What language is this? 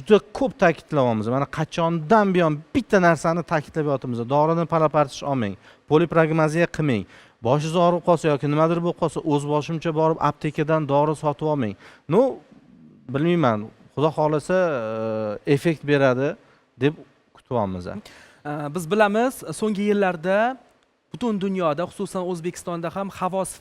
Uzbek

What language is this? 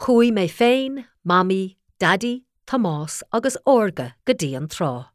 Irish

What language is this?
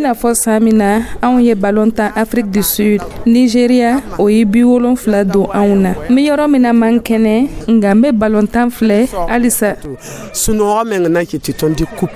Dyula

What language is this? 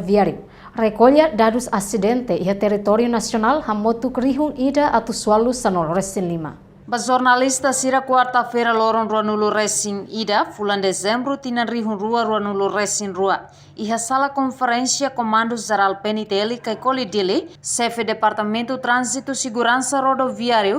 Tetum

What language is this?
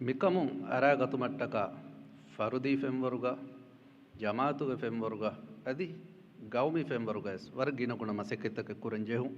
Divehi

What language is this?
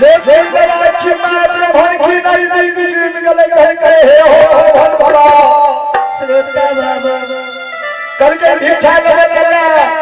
Angika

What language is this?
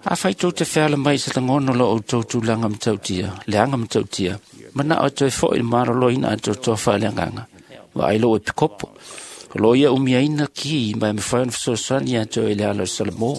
Samoan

